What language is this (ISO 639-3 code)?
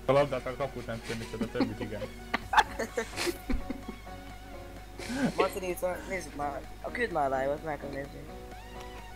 hun